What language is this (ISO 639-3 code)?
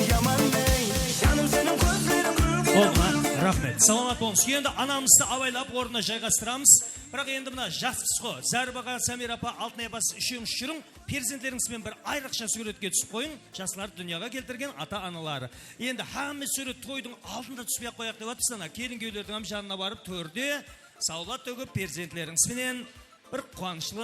kaa